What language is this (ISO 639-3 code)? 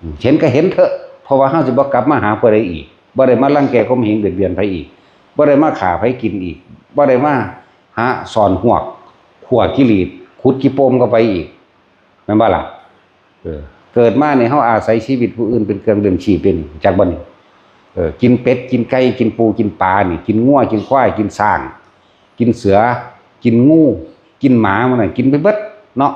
tts